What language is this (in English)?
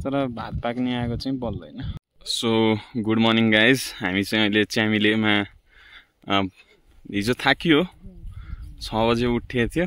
Nepali